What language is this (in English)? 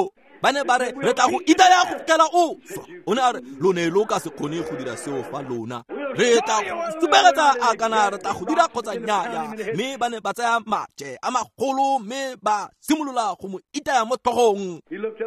Tswana